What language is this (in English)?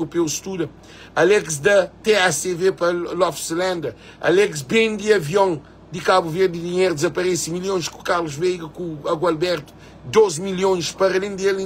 Kabuverdianu